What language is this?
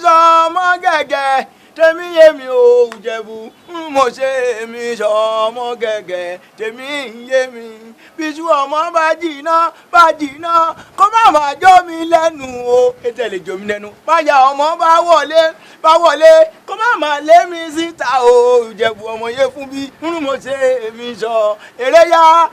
Yoruba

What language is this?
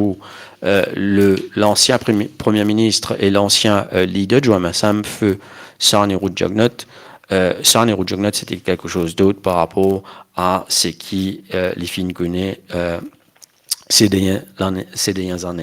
Morisyen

